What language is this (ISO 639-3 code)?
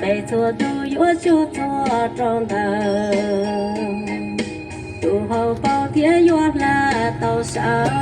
hmn